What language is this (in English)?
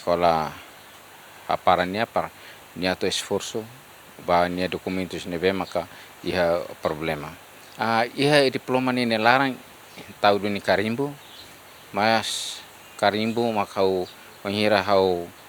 Tetum